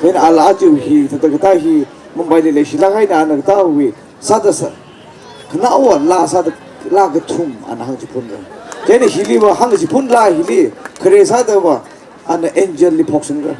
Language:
Tangkhul Naga (India)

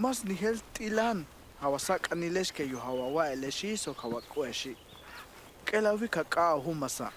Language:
Tojolabal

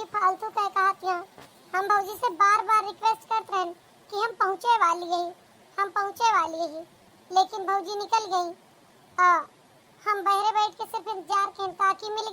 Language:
Awadhi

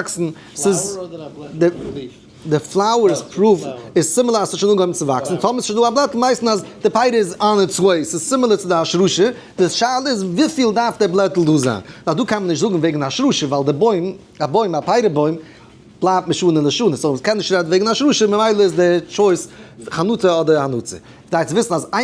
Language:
Yiddish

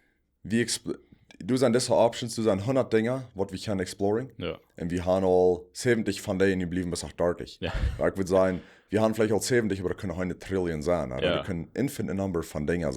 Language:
Plautdietsch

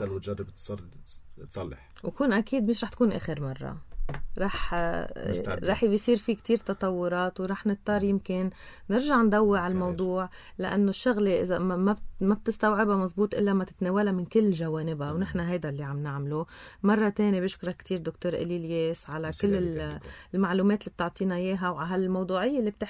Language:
North Levantine Arabic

